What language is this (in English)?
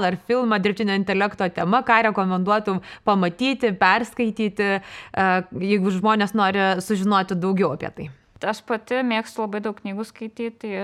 Lithuanian